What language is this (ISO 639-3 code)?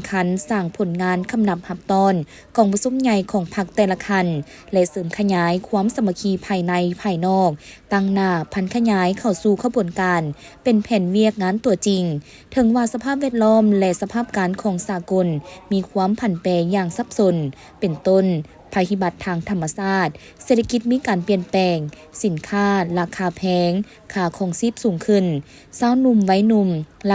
lao